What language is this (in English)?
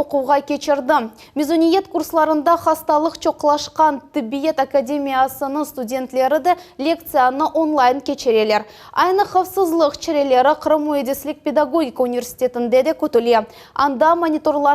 Crimean Tatar